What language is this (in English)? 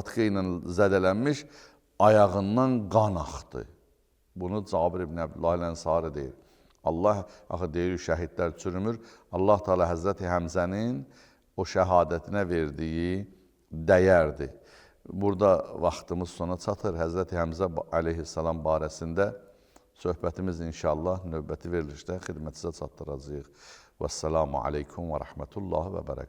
Azerbaijani